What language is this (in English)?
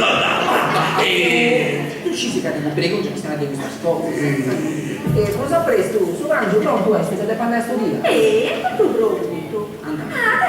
Sardinian